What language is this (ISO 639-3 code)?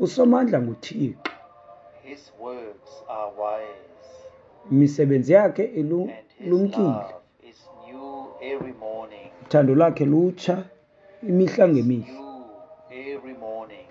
xho